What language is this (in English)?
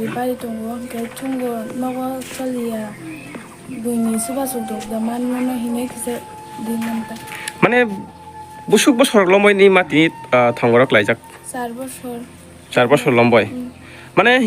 Kok Borok